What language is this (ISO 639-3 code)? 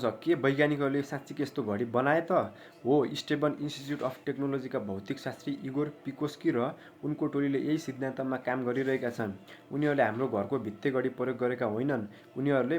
nep